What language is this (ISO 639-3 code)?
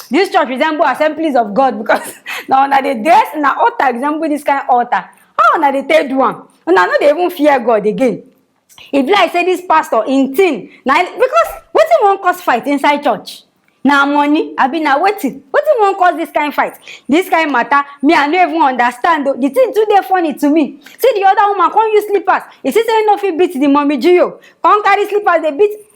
pcm